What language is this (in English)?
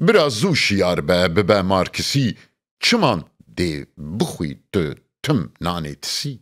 Kurdish